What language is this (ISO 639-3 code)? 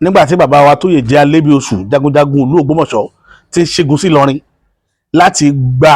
yor